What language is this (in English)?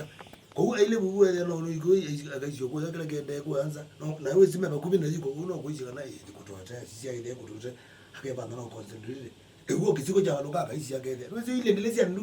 Kamba